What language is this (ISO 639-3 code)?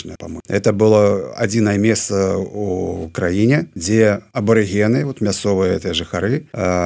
bel